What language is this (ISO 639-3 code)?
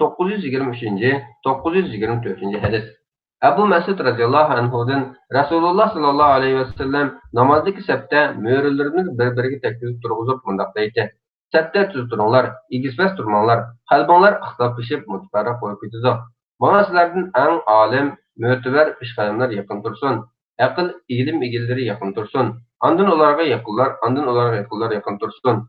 uig